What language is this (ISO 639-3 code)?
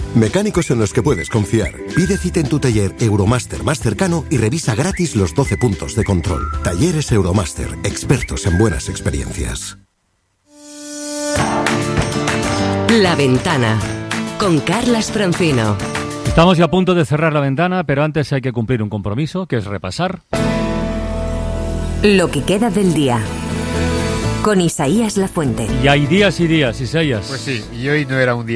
spa